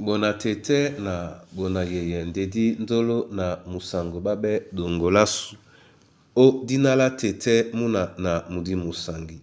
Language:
Duala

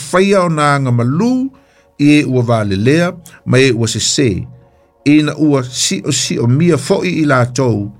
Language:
Samoan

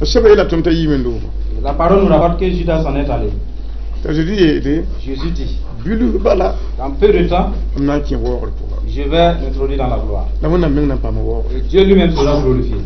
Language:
Mossi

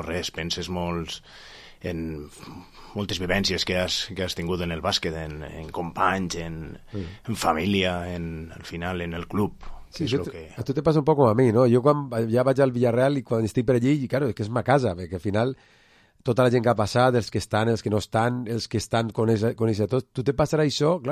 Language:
Catalan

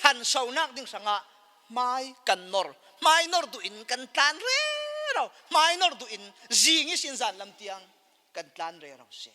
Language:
Falam Chin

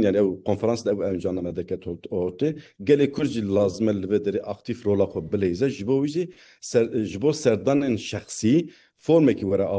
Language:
Kurdish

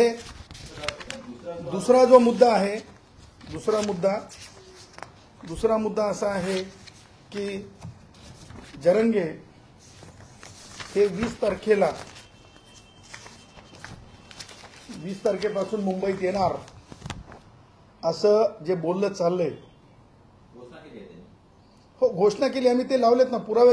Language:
Marathi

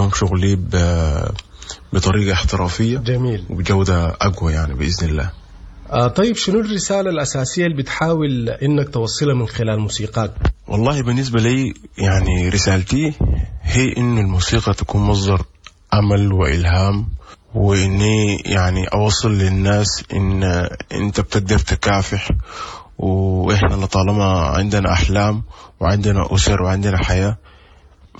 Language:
Sudanese Arabic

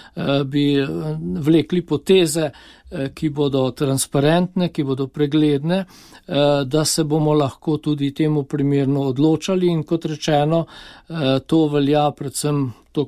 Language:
Slovenian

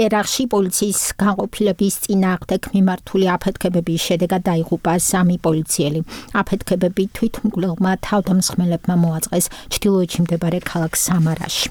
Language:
Georgian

